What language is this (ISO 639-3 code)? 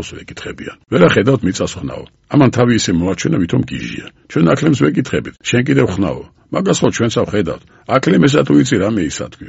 kat